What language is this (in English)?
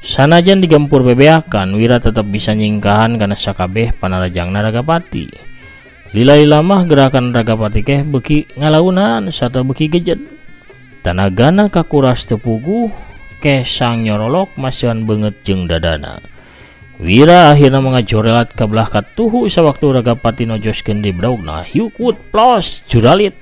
Sundanese